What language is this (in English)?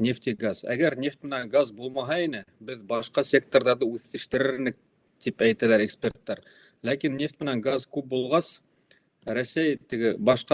Bashkir